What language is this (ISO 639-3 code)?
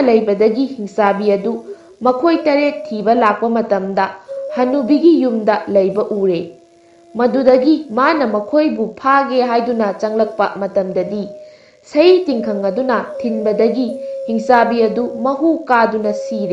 mni